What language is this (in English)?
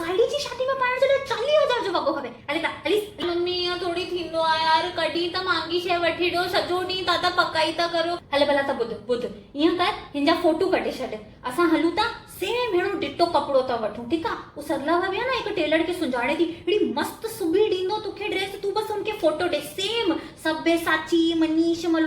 Sindhi